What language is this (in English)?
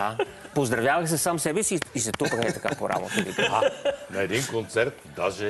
Bulgarian